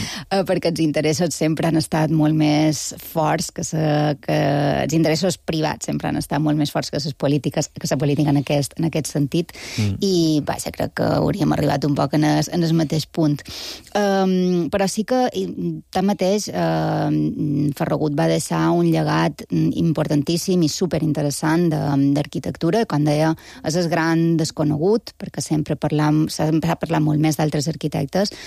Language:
Catalan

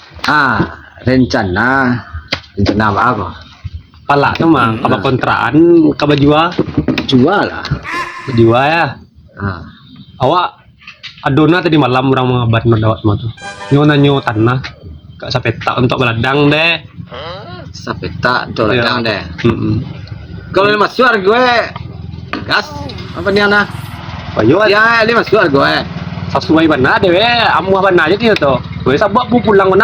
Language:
Minangkabau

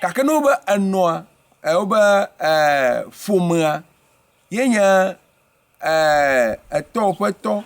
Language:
Ewe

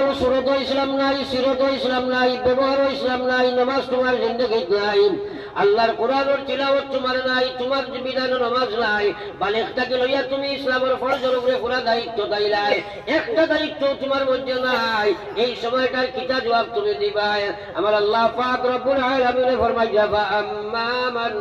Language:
Sylheti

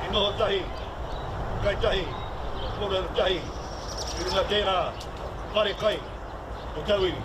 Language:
Māori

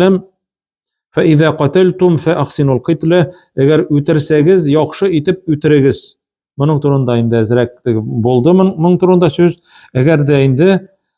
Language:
Tatar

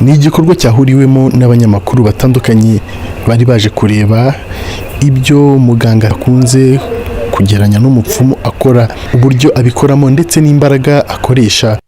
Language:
Kinyarwanda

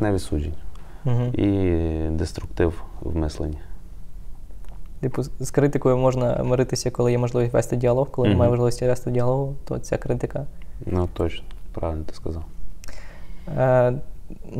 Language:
Ukrainian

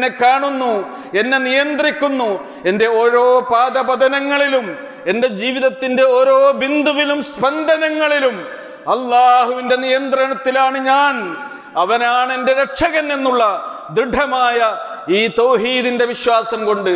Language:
Malayalam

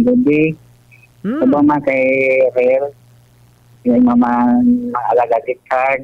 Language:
Hiligaynon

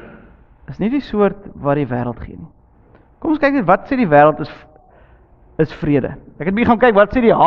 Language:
Afrikaans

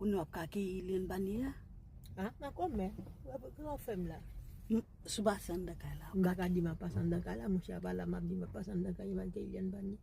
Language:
Haitian Creole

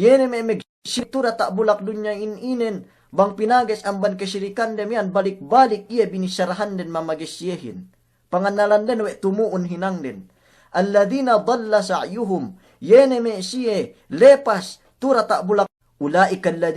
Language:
Yakan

